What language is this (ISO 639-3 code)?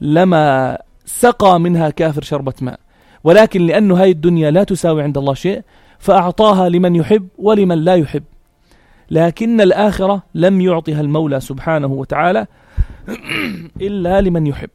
apc